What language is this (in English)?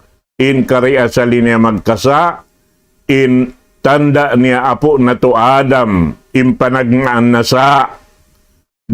Tausug